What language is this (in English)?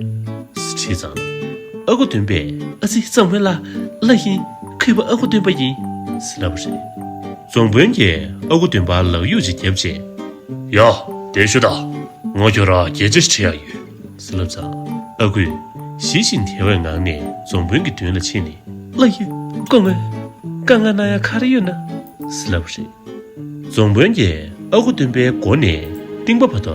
Tibetan